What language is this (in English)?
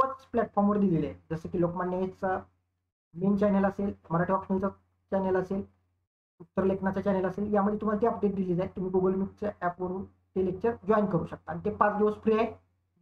Marathi